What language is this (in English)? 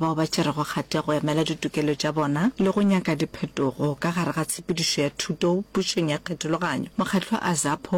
Northern Sotho